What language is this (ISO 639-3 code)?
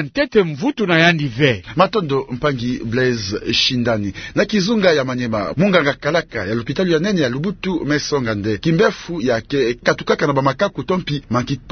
ktu